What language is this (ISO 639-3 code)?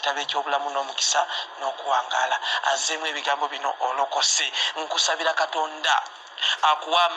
lug